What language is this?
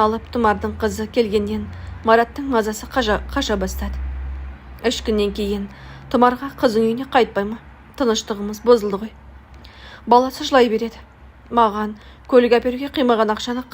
Kazakh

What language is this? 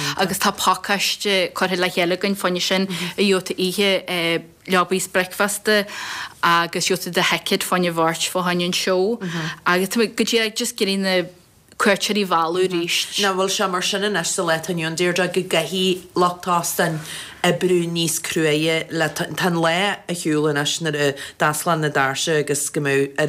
Irish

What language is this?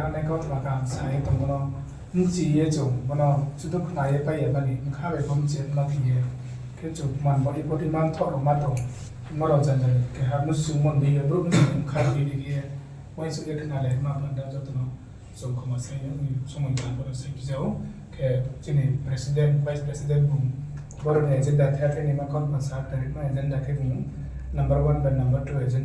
Riang (India)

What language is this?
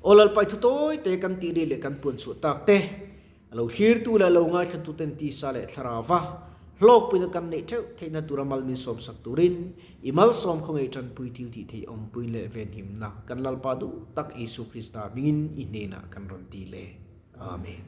Mizo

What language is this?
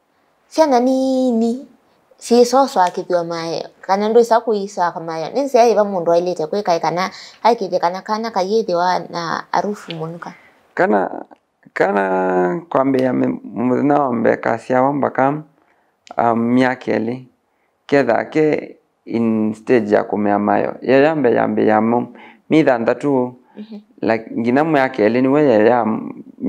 Kamba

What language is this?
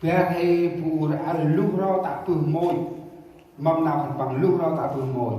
Central Mnong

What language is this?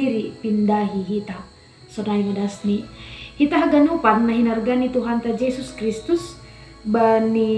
Batak Simalungun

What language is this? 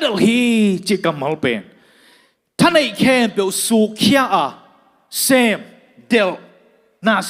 Tedim Chin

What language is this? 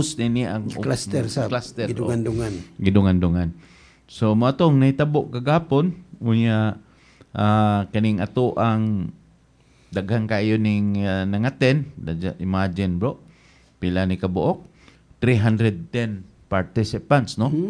Cebuano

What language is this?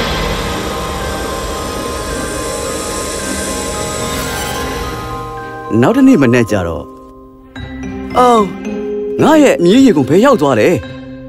Burmese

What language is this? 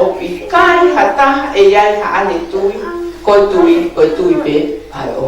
Tongan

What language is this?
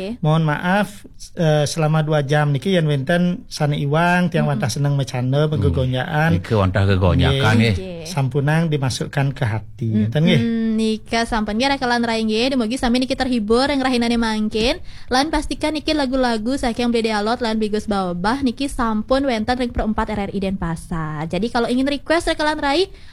Balinese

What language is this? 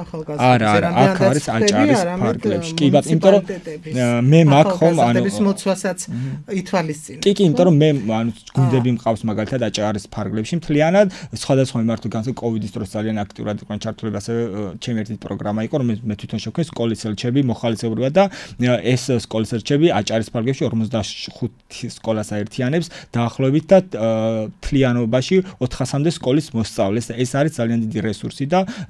Georgian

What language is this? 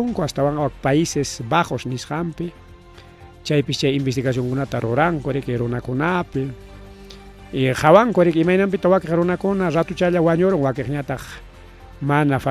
Ayacucho Quechua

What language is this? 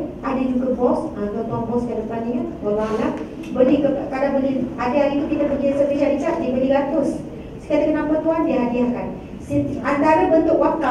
Malay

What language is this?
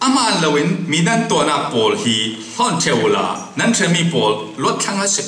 Falam Chin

